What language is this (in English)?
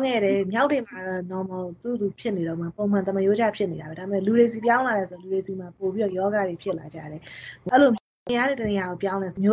Burmese